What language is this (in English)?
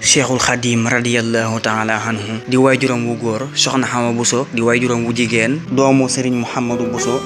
Wolof